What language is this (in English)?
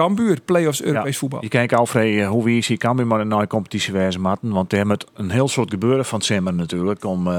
Western Frisian